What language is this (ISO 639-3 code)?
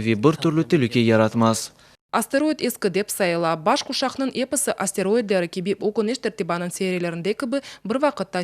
crh